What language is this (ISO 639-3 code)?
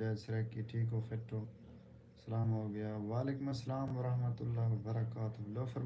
skr